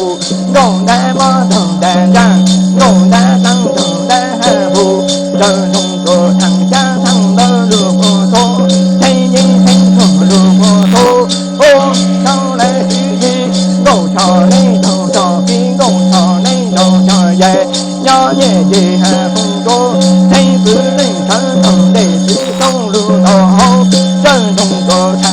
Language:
Hmong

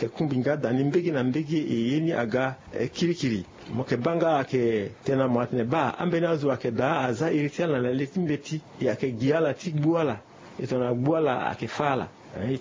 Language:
Sango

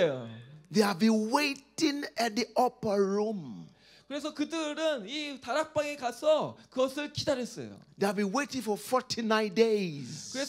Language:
Korean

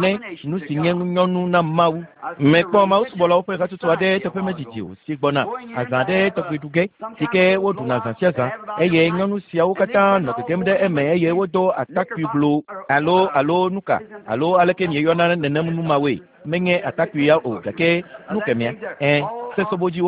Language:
Ewe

